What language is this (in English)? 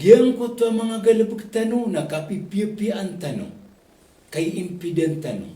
Maranao